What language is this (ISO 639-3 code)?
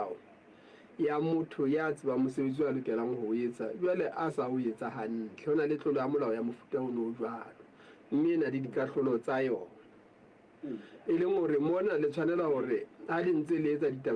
sot